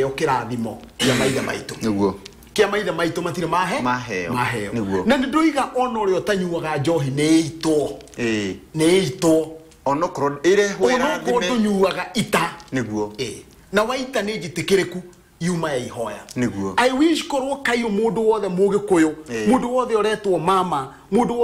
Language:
Kikuyu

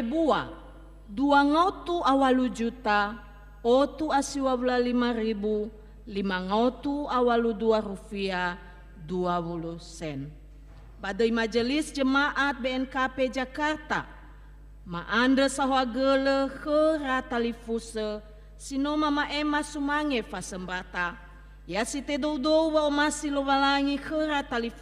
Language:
Nias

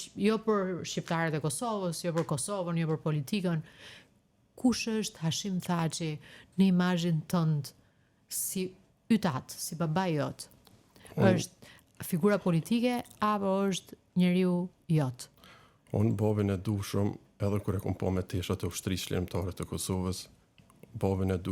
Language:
Albanian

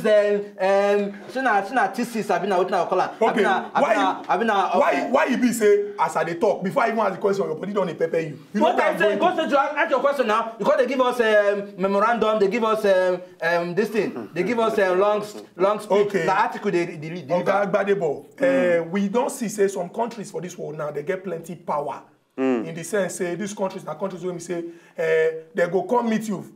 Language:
Nigerian Pidgin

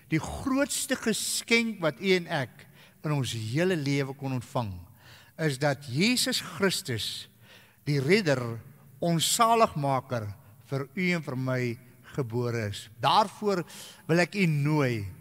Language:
Afrikaans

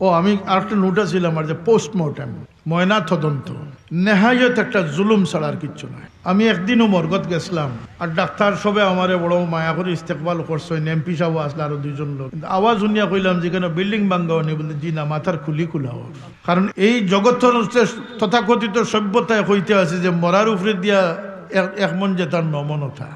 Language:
Sylheti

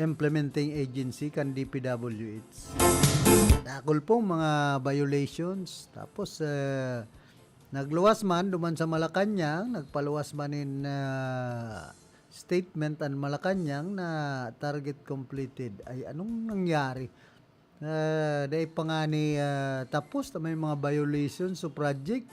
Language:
Bikol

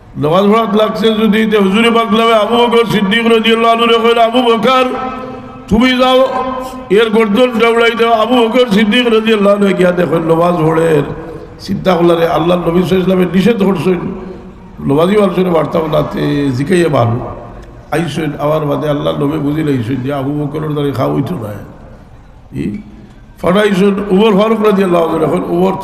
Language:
Sylheti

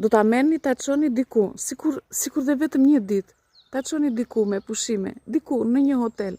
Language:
Albanian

